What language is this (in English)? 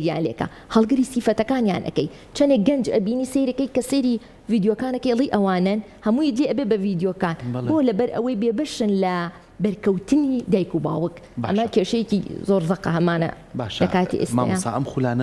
Central Kurdish